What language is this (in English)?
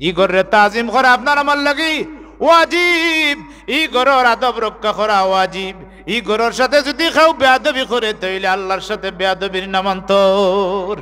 Sylheti